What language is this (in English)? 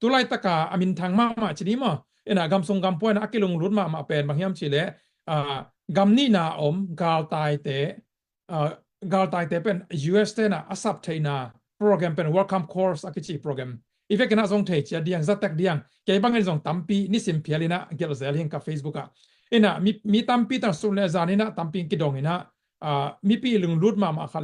Tedim Chin